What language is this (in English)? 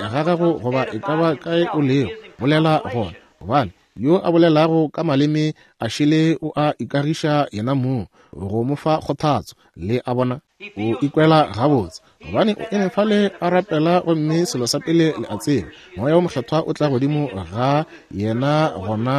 Northern Sotho